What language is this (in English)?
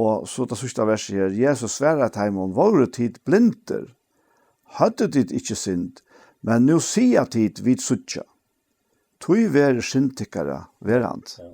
Faroese